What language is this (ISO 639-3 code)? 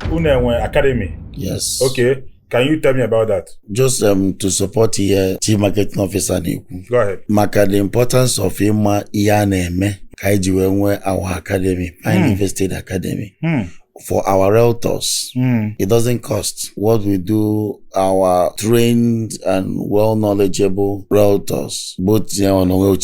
ibo